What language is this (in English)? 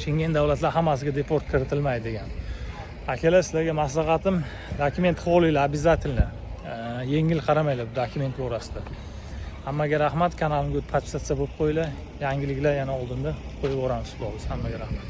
Uzbek